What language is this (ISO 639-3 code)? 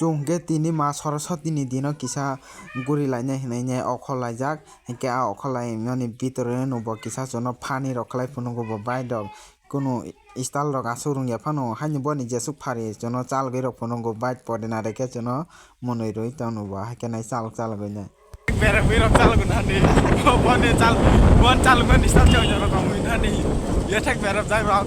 trp